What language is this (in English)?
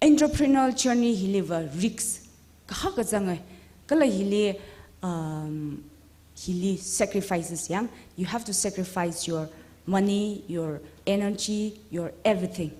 Tangkhul Naga (India)